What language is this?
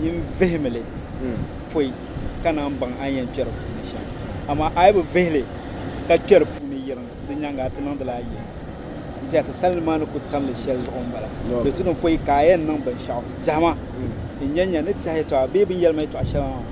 Dagbani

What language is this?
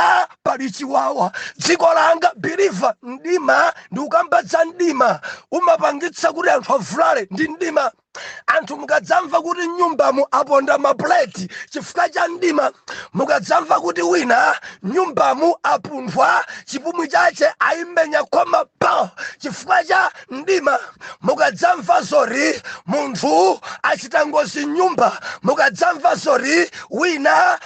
Nyanja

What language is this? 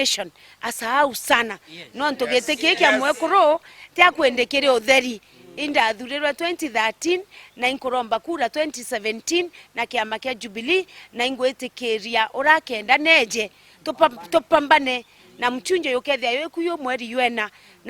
Meru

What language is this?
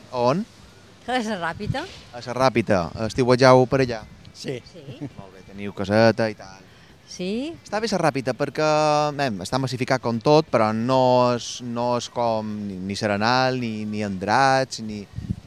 Catalan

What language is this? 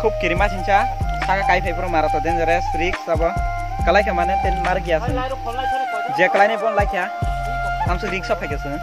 Kok Borok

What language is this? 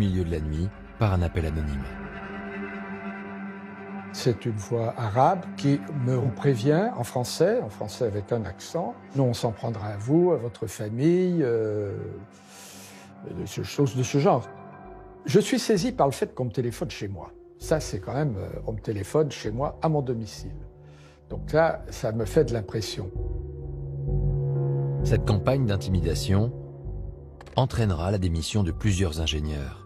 French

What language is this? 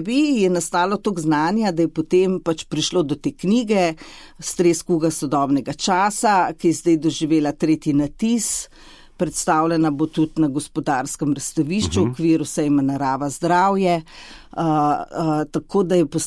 Slovenian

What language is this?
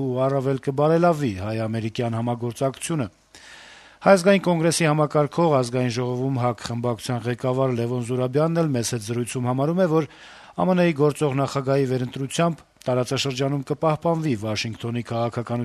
Armenian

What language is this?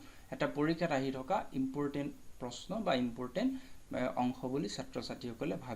Assamese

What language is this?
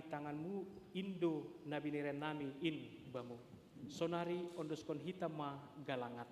Batak Simalungun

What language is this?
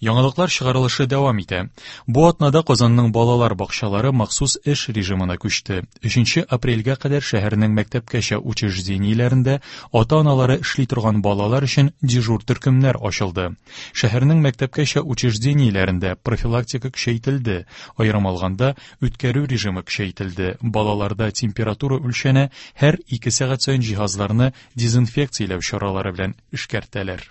Tatar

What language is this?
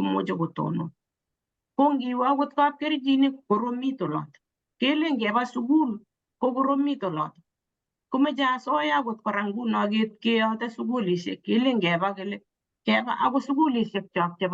Kalenjin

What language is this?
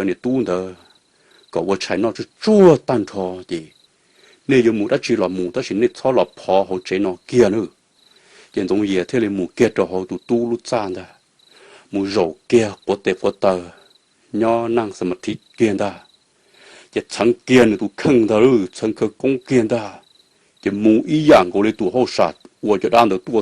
Hmong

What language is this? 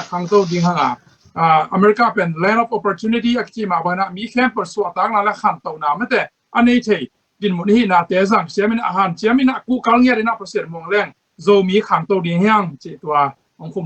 Tedim Chin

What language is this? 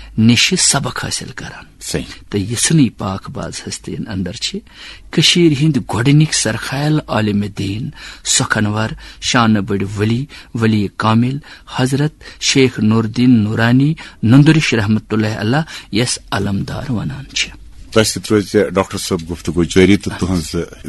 Kashmiri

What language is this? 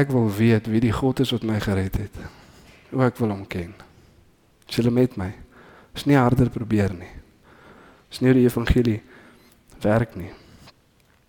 Afrikaans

